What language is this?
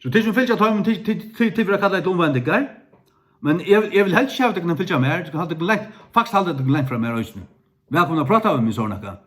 Faroese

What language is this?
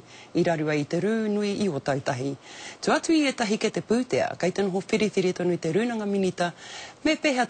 Māori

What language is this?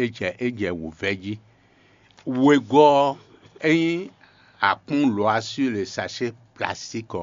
Fon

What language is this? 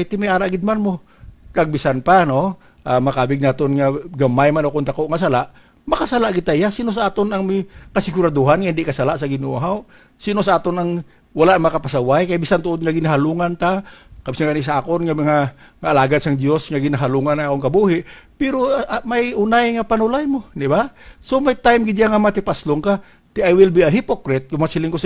Hiligaynon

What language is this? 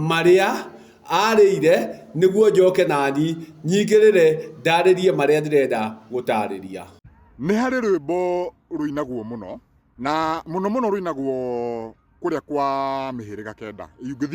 Kikuyu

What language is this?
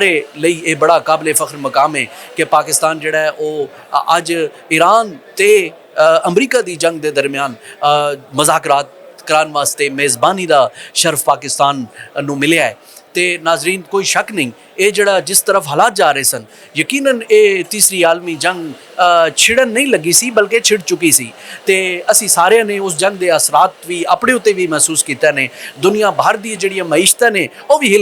Western Panjabi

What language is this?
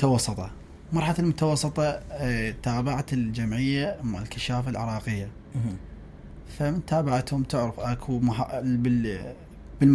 Mesopotamian Arabic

